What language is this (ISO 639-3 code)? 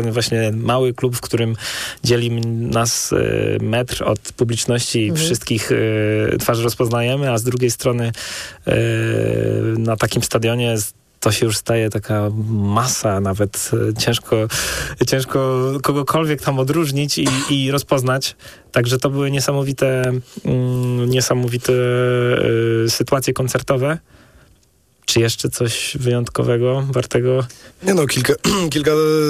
pol